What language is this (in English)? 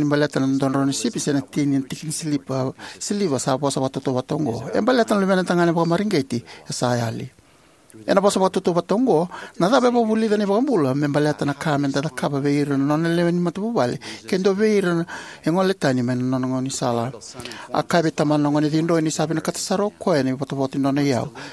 Fijian